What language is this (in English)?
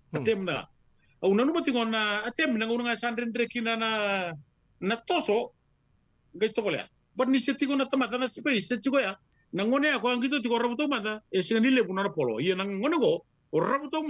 Fijian